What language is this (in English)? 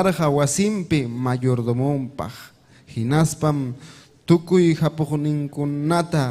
Ayacucho Quechua